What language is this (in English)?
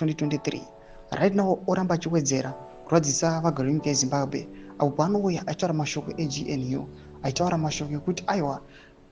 Shona